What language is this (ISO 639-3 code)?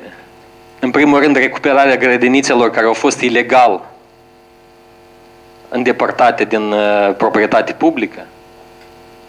ron